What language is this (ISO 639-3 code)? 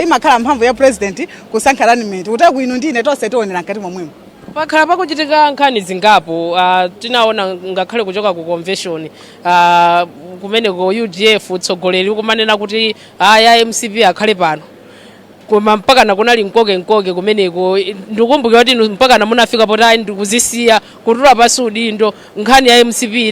nya